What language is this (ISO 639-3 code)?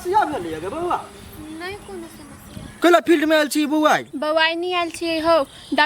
mai